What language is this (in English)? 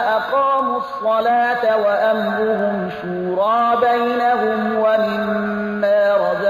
Persian